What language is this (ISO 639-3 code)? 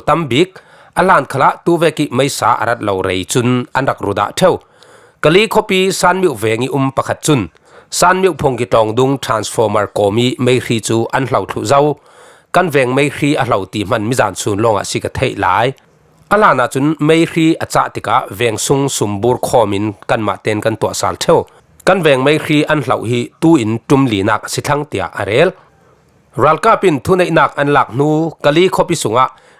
cfm